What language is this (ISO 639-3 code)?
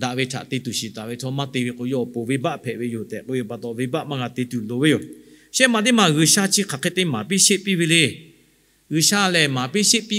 lhu